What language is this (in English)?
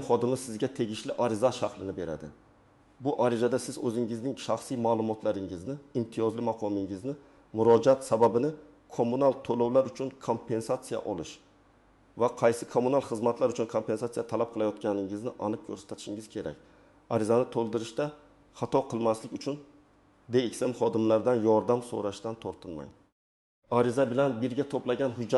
Uzbek